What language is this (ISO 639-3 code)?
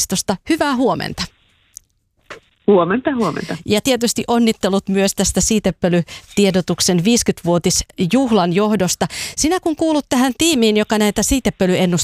fin